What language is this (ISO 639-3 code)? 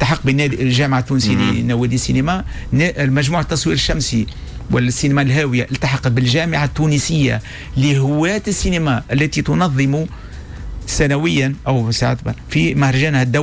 aeb